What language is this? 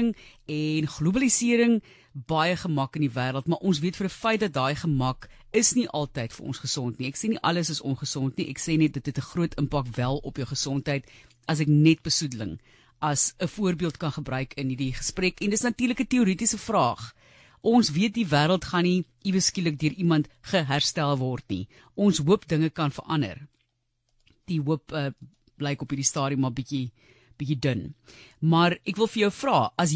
Afrikaans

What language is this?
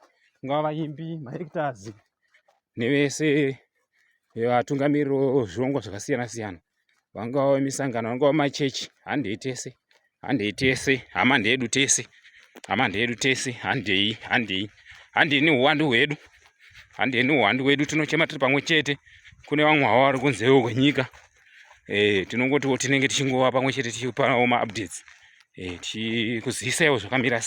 Shona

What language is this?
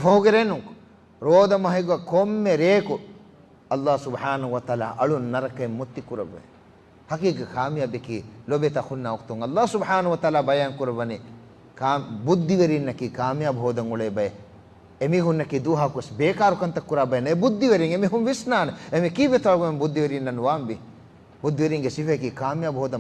Divehi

